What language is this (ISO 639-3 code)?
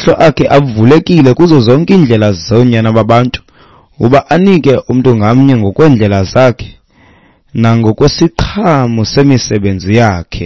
xho